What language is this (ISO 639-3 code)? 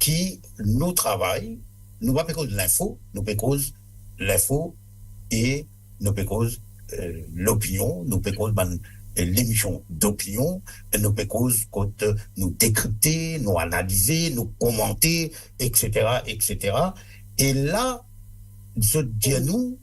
mfe